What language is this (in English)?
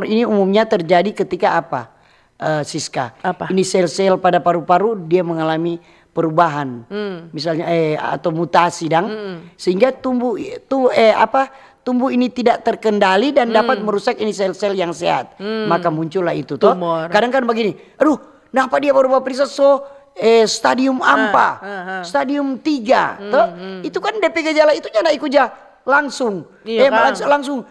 Manado Malay